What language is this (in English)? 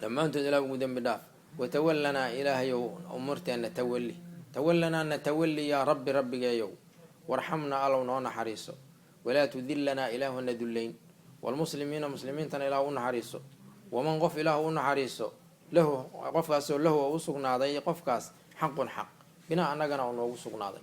Somali